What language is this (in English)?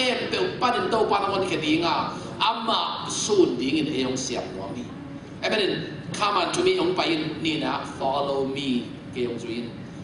Tedim Chin